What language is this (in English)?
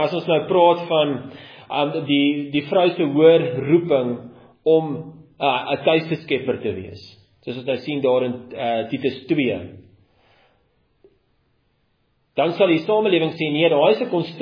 Afrikaans